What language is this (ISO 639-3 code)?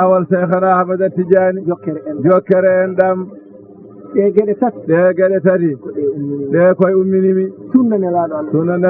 ful